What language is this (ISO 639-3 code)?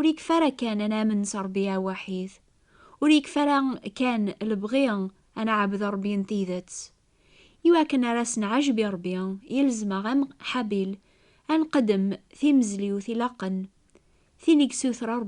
kab